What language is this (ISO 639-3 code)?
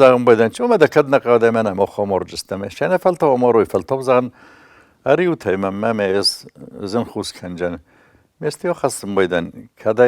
oss